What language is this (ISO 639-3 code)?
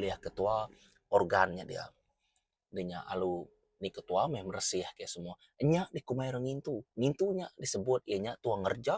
iba